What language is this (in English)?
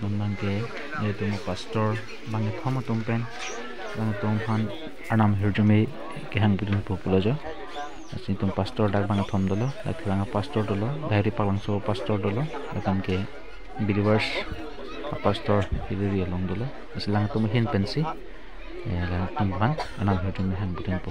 Karbi